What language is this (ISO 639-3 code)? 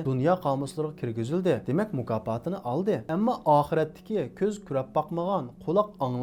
uig